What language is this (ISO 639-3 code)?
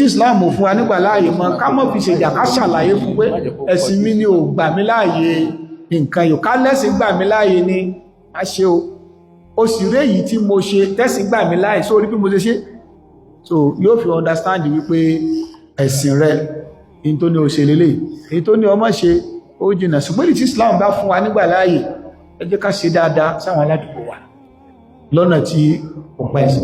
yor